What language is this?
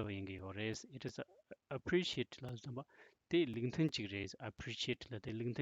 Tibetan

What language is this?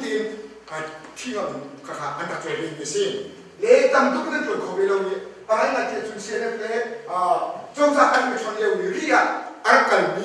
Hakha Chin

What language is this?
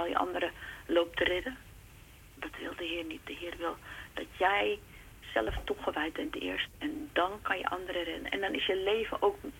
Dutch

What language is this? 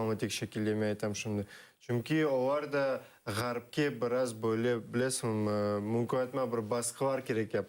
Crimean Tatar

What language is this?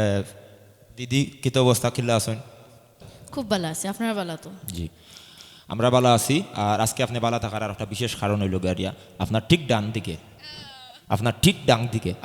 Sylheti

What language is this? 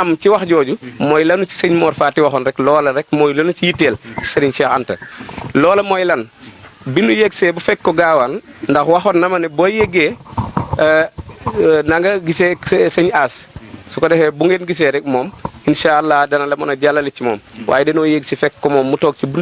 Wolof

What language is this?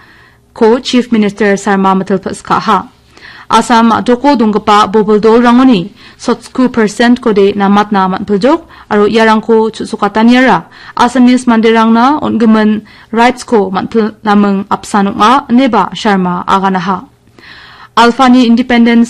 Garo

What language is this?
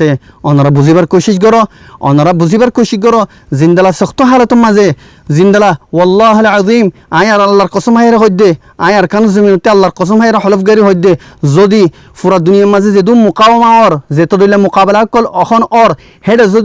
Rohingya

